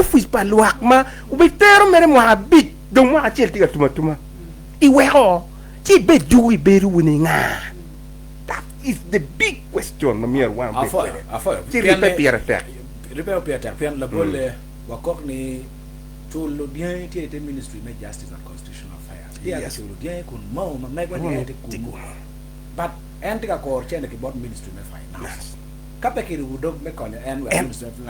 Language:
Acoli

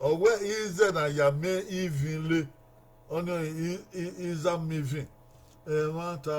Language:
Bini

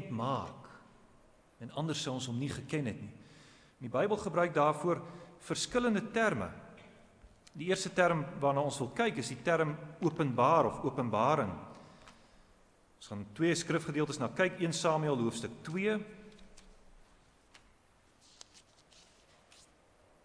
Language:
Afrikaans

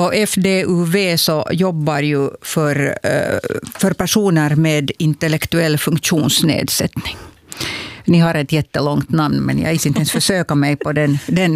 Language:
Swedish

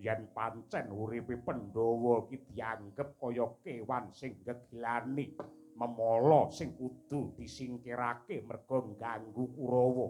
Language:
Javanese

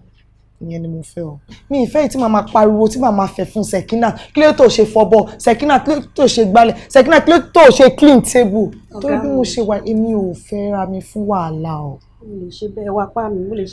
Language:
Yoruba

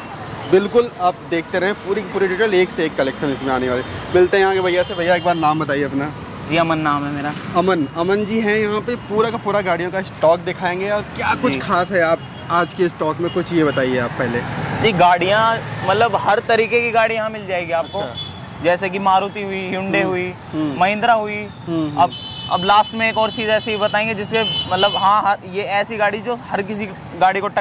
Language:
Hindi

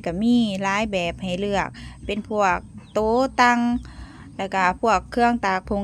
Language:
Lao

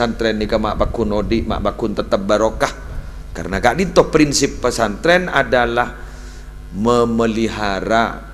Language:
Madurese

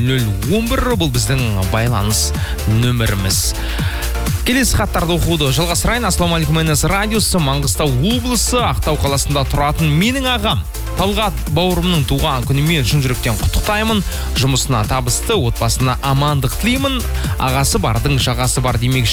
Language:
Kazakh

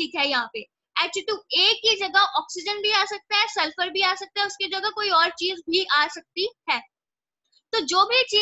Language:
Hindi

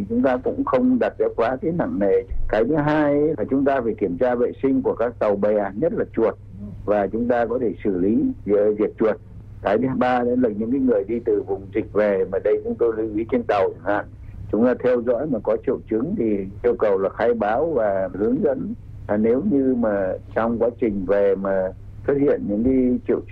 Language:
Vietnamese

